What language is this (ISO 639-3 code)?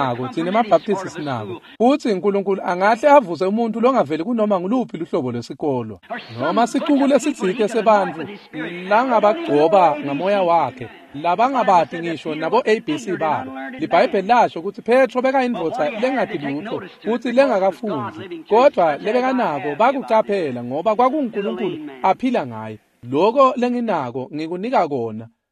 ssw